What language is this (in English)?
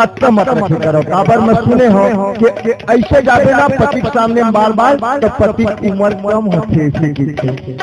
Chhattisgarhi